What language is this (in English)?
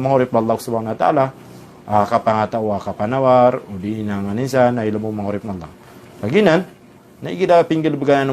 Maranao